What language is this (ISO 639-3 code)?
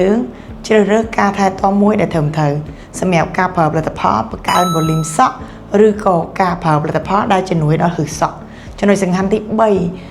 khm